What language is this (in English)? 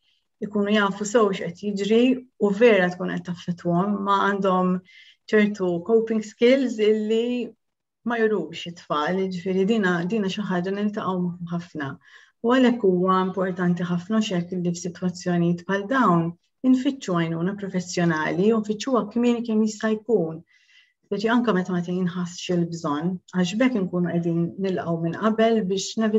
Maltese